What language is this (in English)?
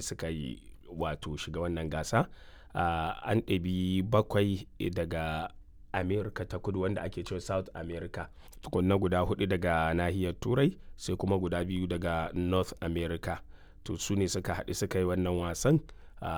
Hausa